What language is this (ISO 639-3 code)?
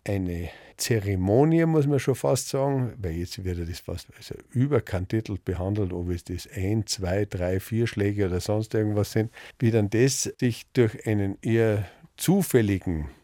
deu